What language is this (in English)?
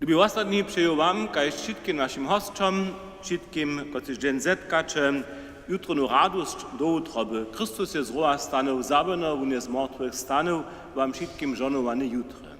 Upper Sorbian